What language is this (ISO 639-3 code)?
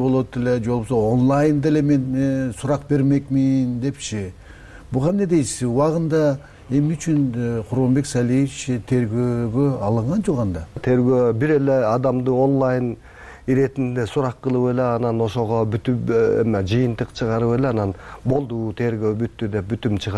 kir